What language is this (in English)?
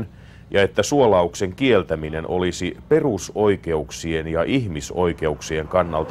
Finnish